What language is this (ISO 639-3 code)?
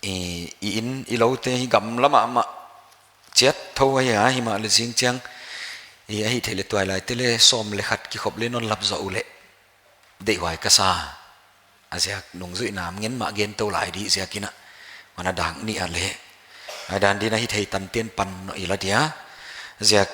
pck